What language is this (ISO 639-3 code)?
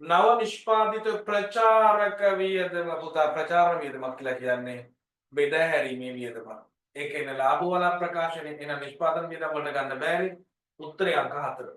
sin